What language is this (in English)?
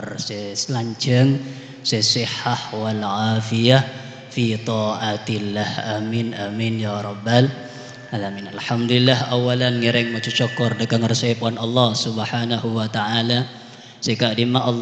Madurese